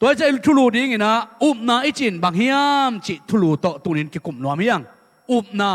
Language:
Tedim Chin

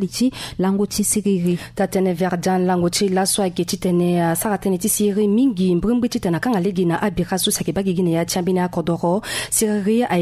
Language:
Sango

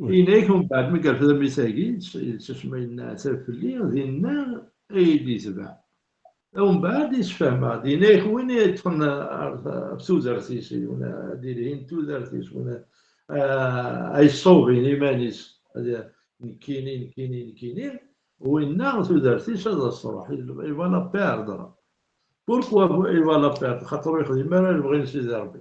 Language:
Kabyle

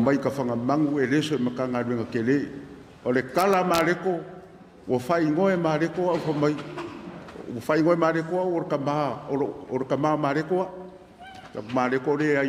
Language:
Samoan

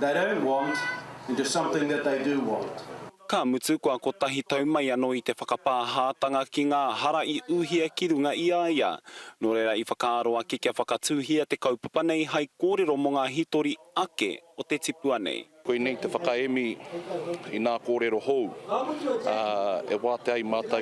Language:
Māori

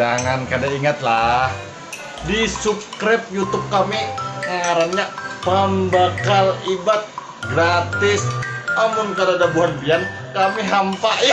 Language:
Banjar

